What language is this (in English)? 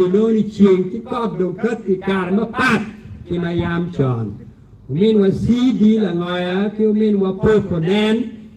Acoli